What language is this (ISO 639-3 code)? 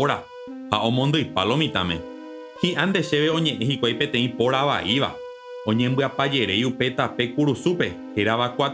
grn